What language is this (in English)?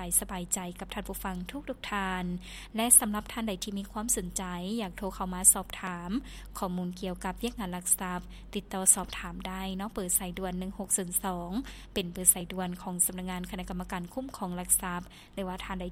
Lao